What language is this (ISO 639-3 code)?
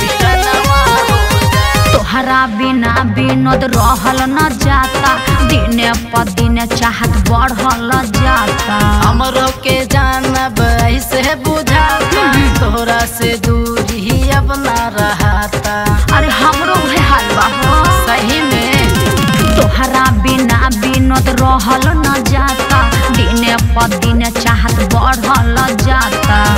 bho